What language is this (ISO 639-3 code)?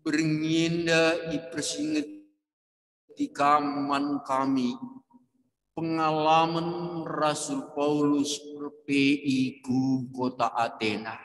btx